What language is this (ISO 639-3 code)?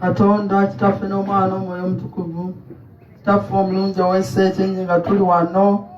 lug